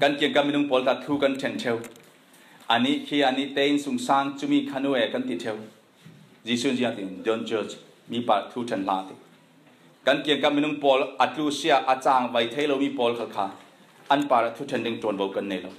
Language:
Falam Chin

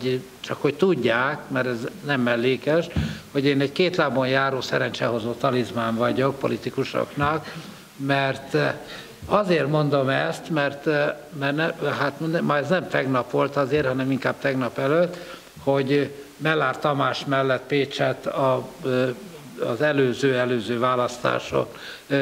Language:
Hungarian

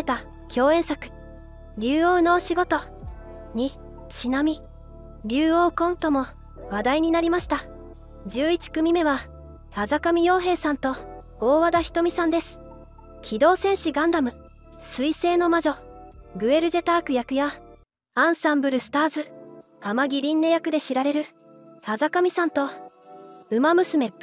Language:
Japanese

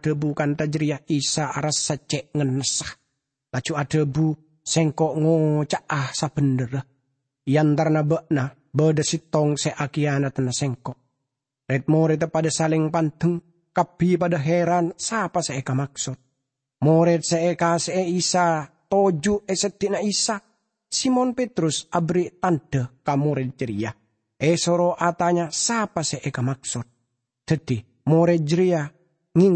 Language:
Madurese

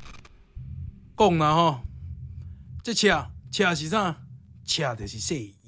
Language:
Min Nan Chinese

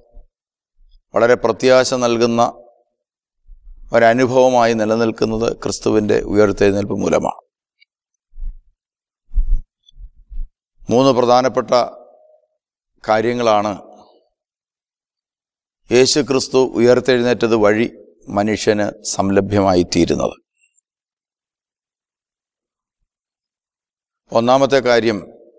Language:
Malayalam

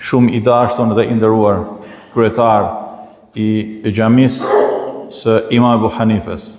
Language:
Albanian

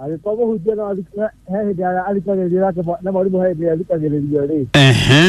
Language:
Kikuyu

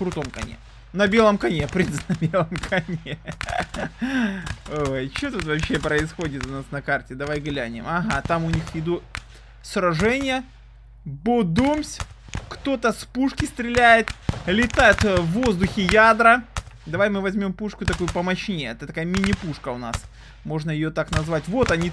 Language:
Russian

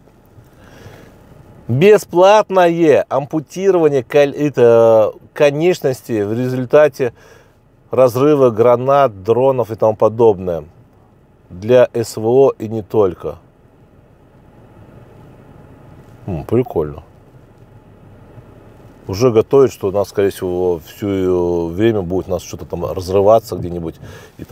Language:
Russian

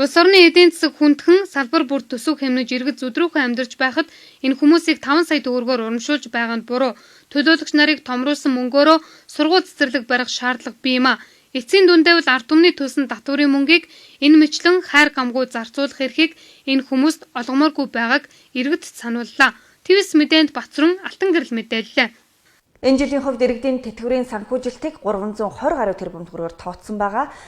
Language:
Mongolian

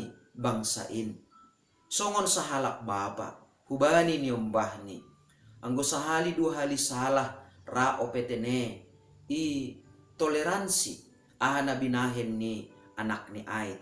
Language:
Batak Simalungun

